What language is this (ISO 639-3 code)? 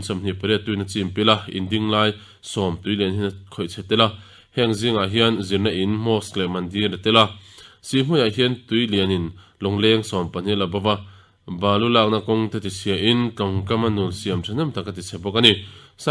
lus